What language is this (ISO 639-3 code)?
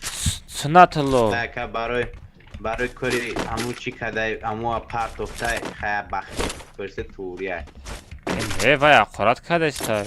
tgk